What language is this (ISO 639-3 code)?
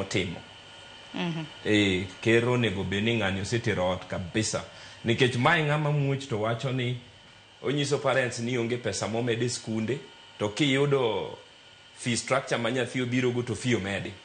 luo